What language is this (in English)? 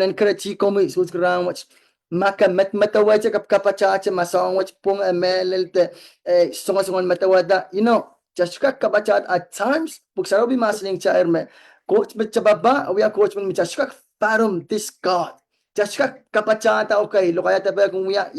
Pohnpeian